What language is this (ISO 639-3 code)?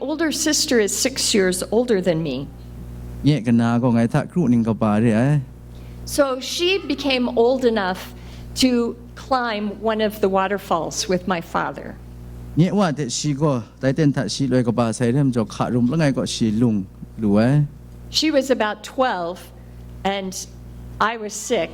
kac